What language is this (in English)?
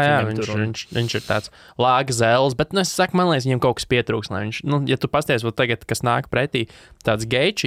Latvian